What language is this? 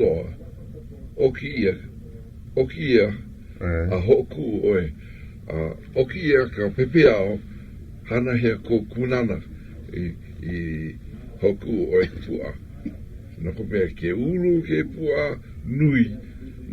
Hawaiian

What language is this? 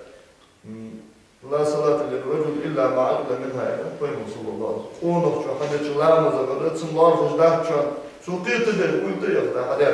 Ingush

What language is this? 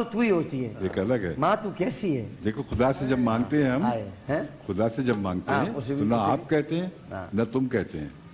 Urdu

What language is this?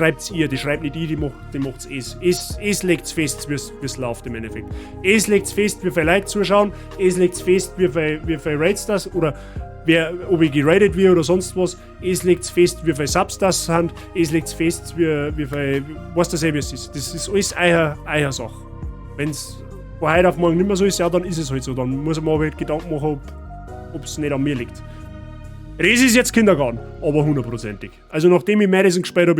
Bavarian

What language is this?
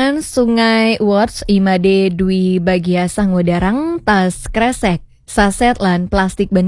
Balinese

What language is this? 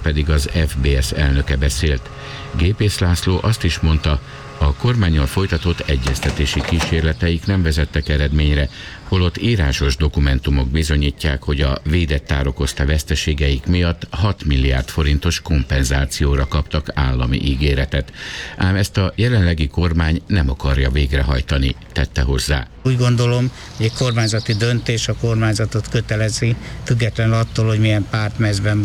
Hungarian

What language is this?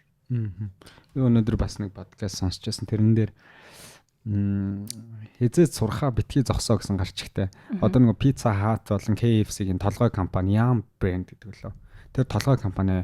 Mongolian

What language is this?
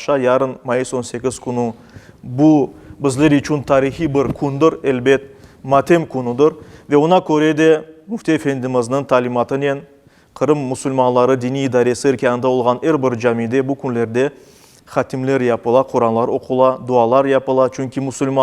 Crimean Tatar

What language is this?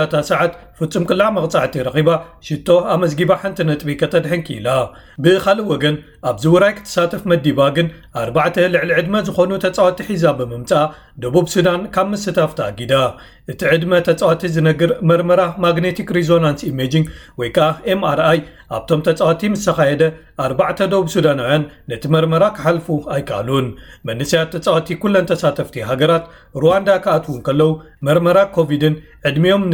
Tigrinya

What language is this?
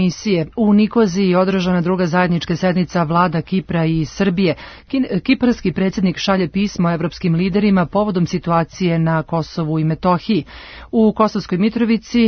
Serbian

